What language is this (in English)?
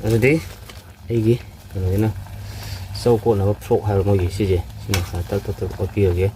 Manipuri